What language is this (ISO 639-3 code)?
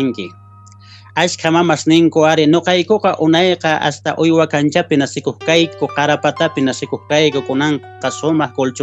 que